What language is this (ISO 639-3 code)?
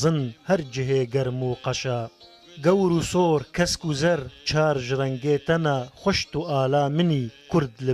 kur